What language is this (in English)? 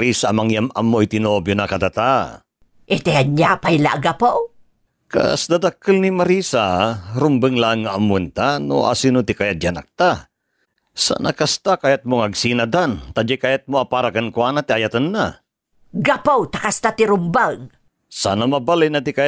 Iloko